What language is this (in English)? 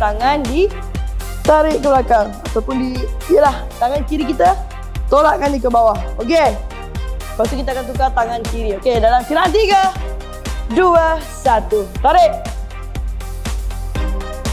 Malay